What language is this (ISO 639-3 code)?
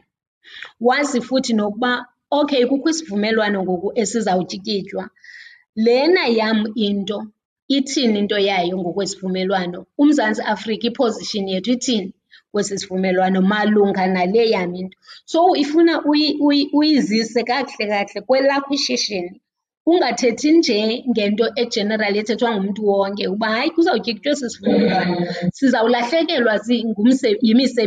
xho